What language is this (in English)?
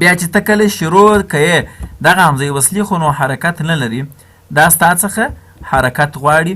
Pashto